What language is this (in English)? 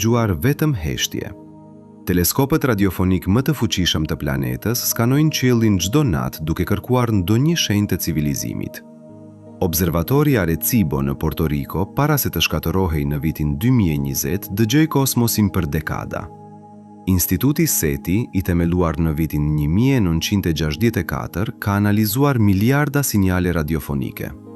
Albanian